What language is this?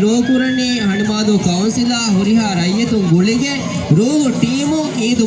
Divehi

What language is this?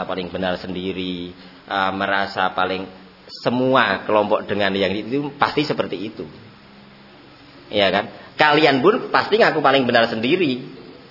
Indonesian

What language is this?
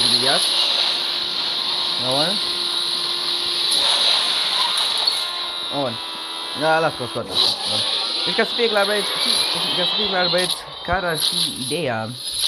Romanian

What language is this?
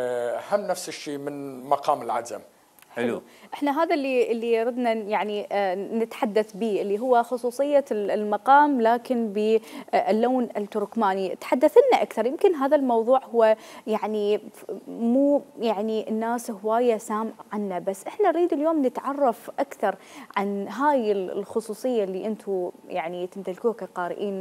Mesopotamian Arabic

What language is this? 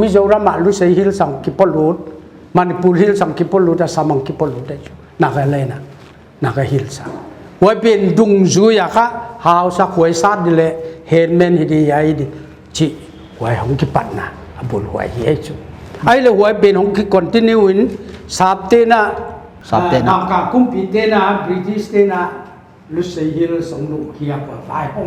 Paite Chin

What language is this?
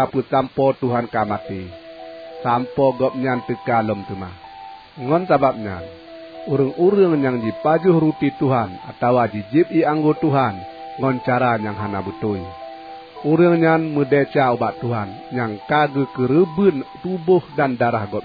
Achinese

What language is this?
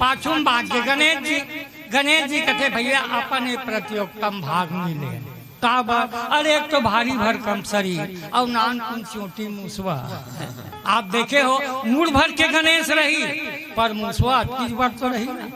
Chhattisgarhi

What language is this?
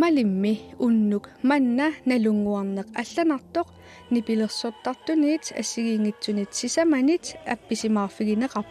Kalaallisut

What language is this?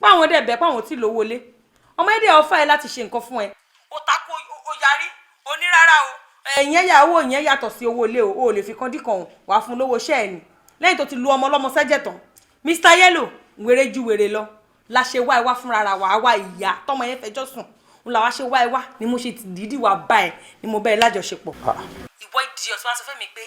Yoruba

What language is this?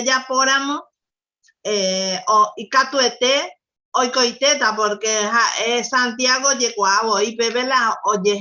Guarani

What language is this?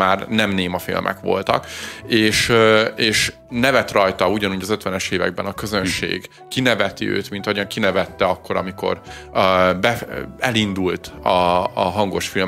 Hungarian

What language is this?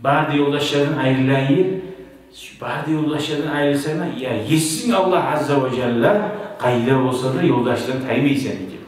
Kumyk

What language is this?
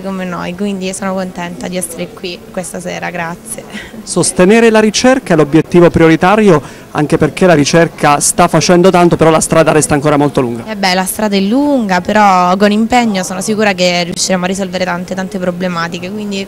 Italian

